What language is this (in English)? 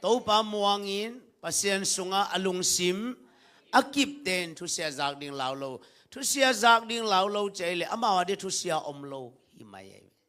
Tedim Chin